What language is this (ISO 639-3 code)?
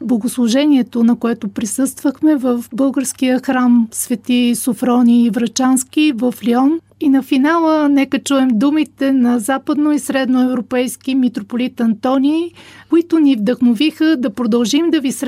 bul